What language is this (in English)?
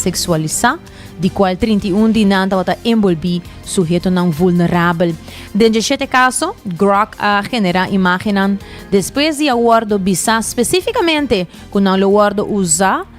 Papiamento